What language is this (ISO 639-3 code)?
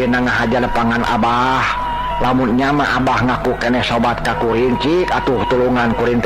sun